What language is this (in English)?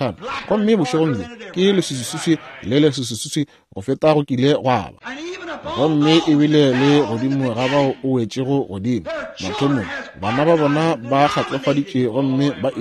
Northern Sotho